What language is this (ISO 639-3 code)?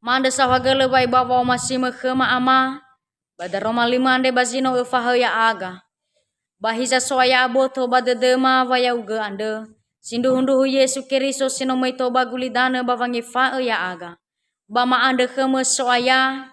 nia